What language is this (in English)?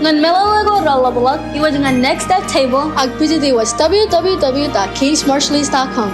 Marshallese